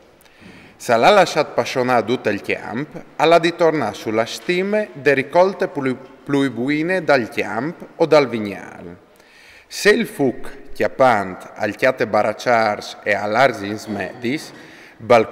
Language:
Friulian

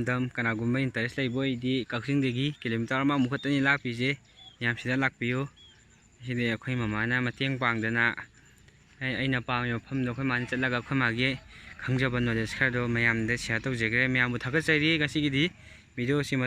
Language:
Manipuri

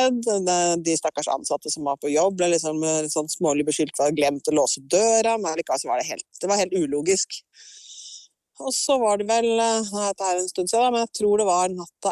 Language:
Norwegian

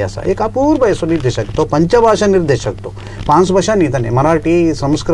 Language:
Konkani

